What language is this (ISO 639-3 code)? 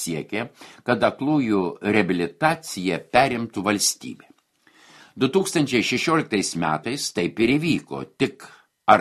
lit